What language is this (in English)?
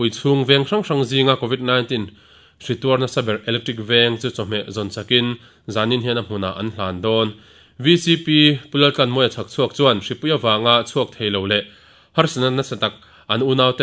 Mizo